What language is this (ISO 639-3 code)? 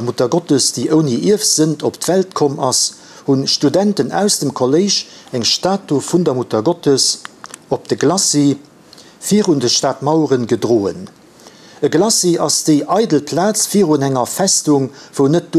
ltz